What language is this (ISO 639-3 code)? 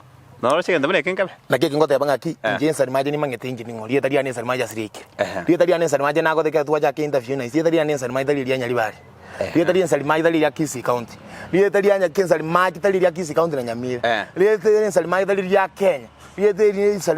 guz